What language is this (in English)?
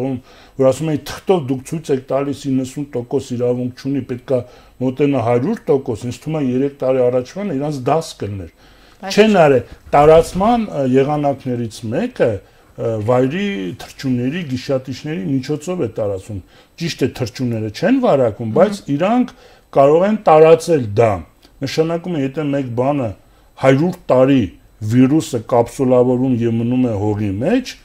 Armenian